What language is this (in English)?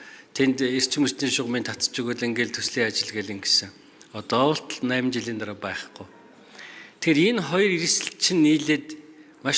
Mongolian